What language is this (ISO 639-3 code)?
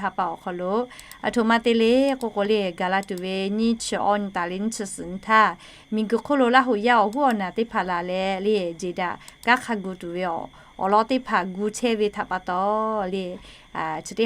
lhu